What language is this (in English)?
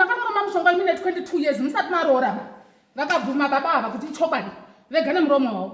Shona